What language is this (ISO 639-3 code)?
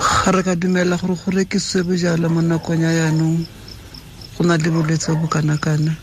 tsn